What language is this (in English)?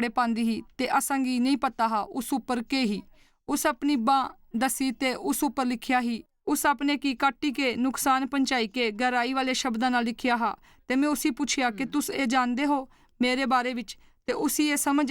Dogri